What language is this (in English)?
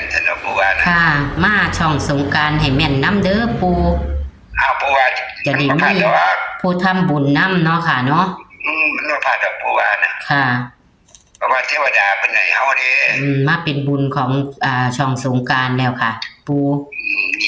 Northeastern Thai